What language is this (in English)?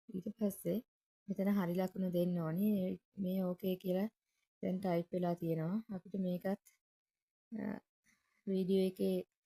Sinhala